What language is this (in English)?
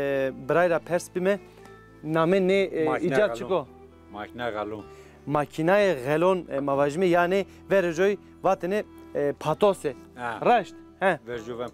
Zaza